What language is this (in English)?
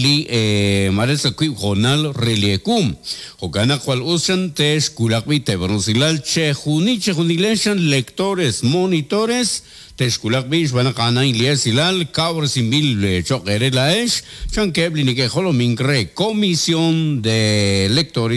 Kekchí